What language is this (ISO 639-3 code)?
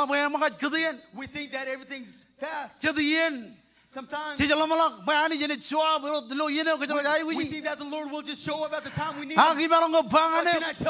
mah